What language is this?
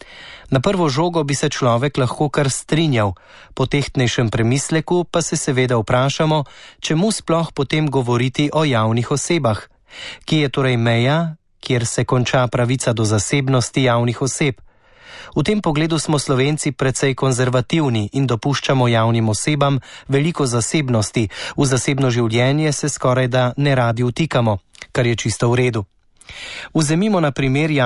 Slovenian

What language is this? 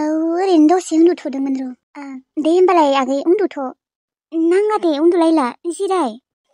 Bodo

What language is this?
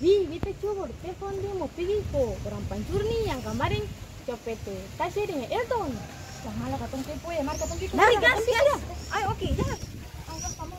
Ambonese Malay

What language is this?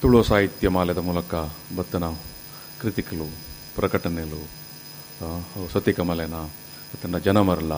Tulu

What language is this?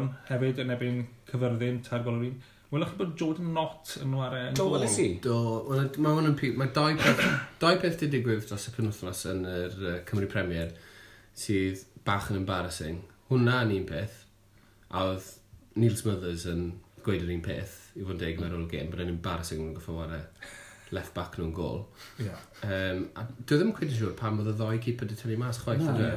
Welsh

